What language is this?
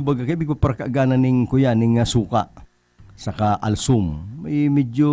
Bikol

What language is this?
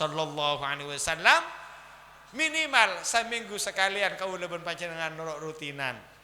Madurese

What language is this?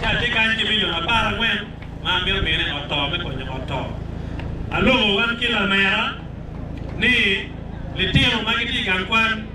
Acoli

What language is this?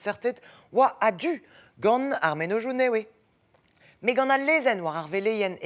Breton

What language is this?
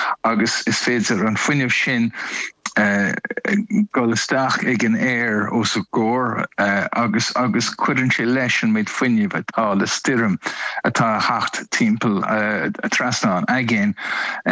Irish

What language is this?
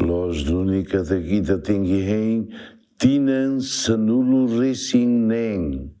Tetum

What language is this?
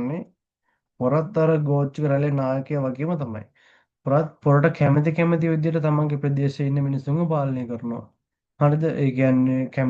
Sinhala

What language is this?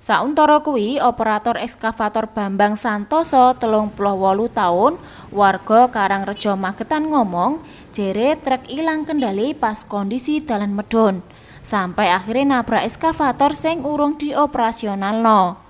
Javanese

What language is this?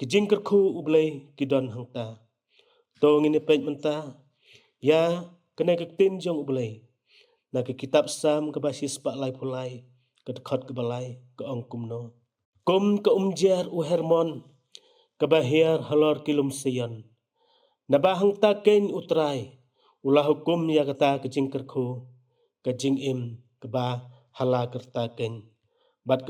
Khasi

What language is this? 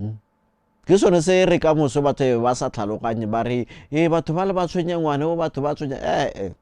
Tswana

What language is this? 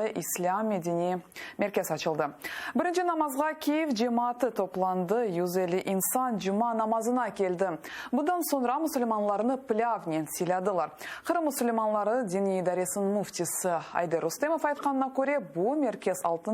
Crimean Tatar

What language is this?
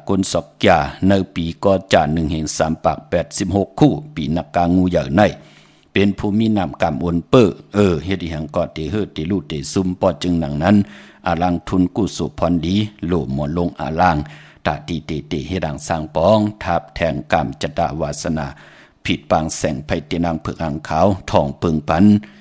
Shan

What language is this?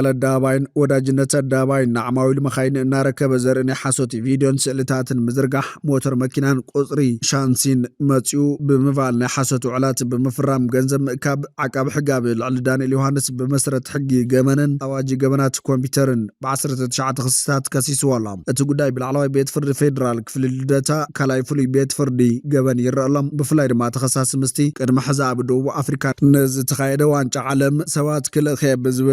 Tigrinya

